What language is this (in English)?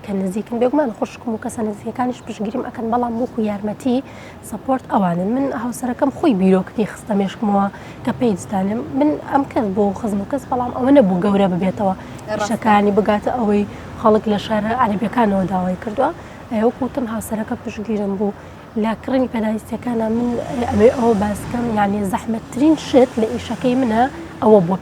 Central Kurdish